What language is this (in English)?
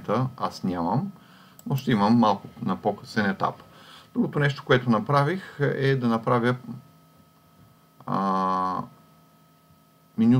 Bulgarian